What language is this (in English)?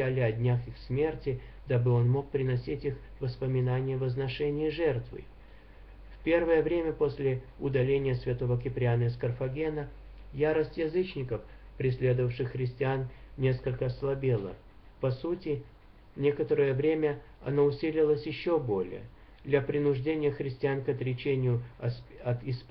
Russian